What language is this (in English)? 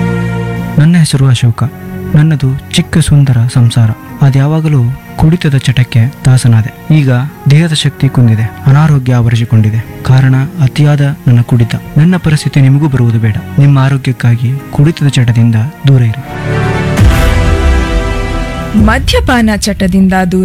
Kannada